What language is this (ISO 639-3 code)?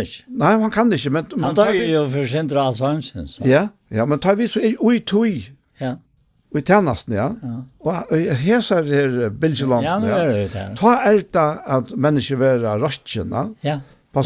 fao